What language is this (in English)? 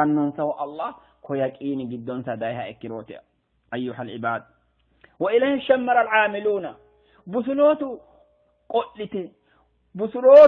Sidamo